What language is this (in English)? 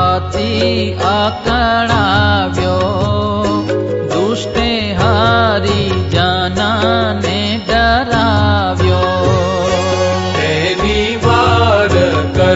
Gujarati